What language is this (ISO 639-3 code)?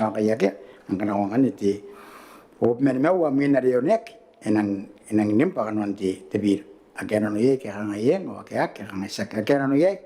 gil